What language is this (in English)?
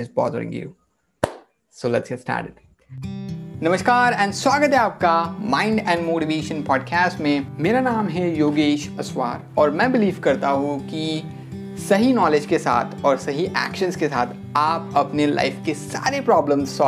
Hindi